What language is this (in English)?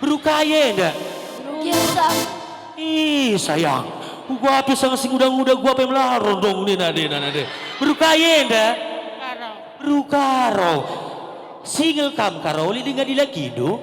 Batak Karo